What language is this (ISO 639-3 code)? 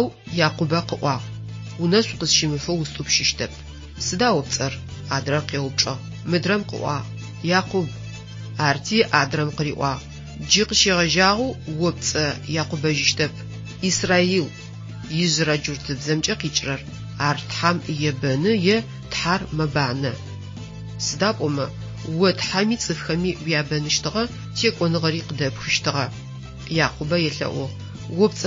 ady